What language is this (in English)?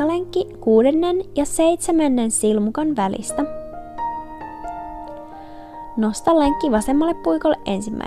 Finnish